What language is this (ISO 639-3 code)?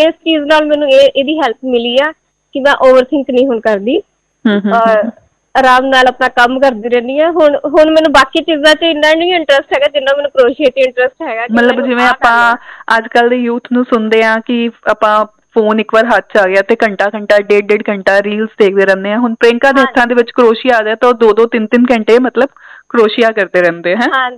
pan